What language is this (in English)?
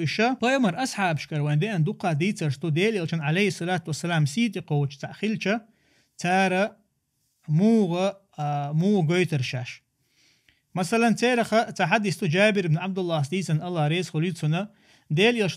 Chechen